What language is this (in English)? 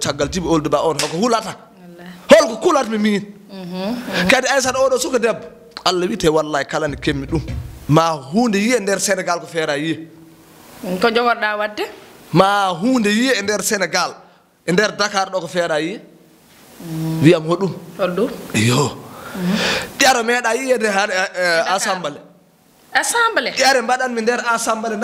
Fula